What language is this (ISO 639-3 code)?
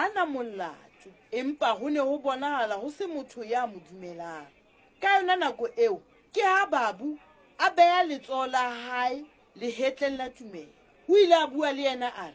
sot